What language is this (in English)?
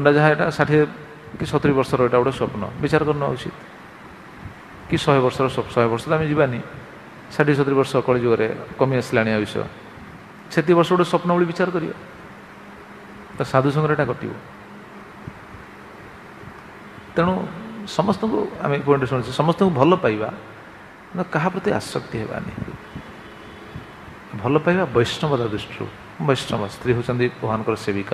Odia